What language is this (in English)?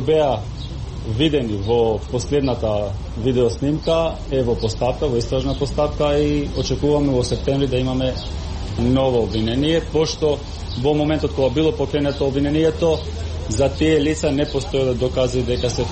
Macedonian